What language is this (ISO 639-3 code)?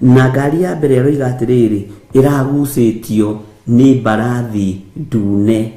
kik